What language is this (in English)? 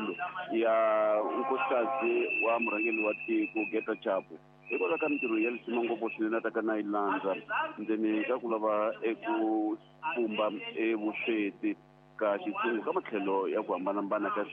Tsonga